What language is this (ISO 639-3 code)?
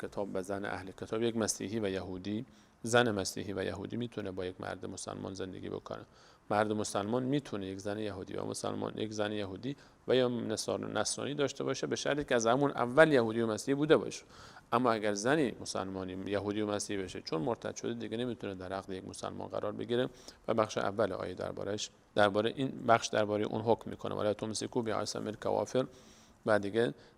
fas